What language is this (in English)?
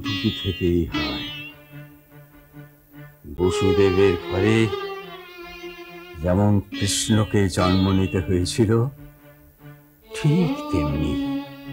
Bangla